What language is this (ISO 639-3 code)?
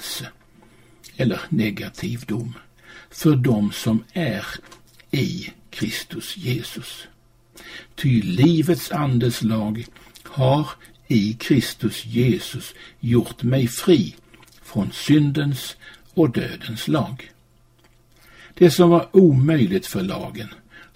swe